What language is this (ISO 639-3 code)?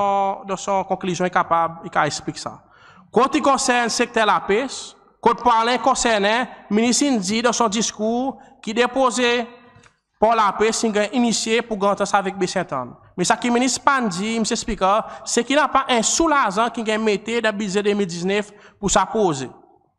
crs